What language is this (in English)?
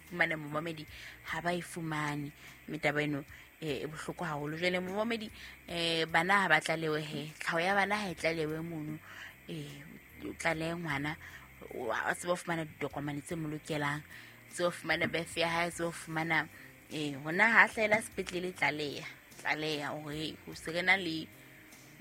Southern Sotho